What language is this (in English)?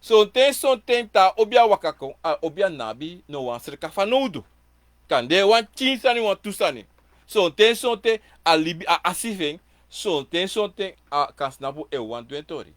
Sranan Tongo